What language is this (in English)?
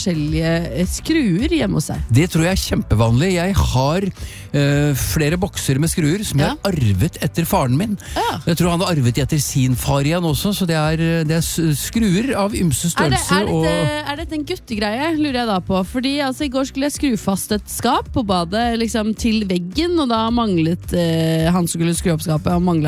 Norwegian